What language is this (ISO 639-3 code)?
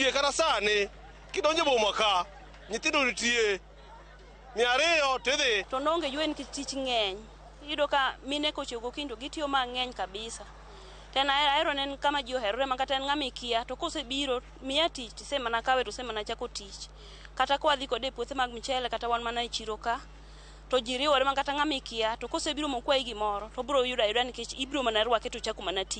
luo